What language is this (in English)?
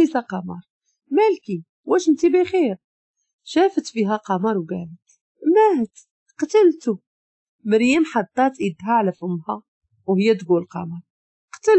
Moroccan Arabic